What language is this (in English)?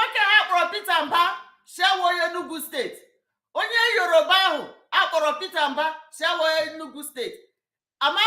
Igbo